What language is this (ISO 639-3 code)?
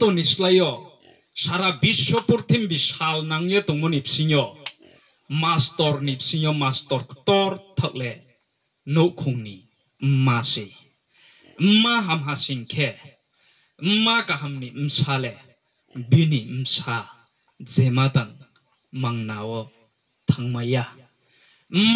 ria